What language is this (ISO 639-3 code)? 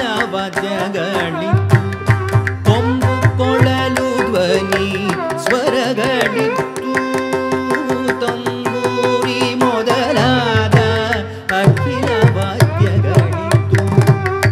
kan